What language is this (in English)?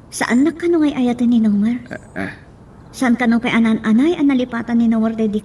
Iloko